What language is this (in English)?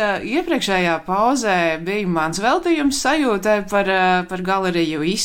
Latvian